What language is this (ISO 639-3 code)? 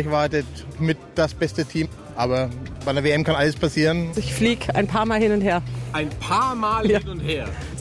deu